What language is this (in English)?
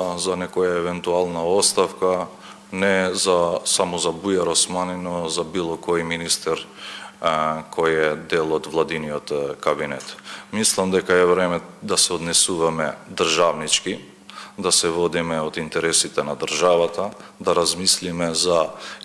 Macedonian